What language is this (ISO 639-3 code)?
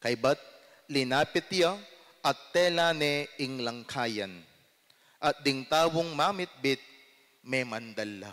pam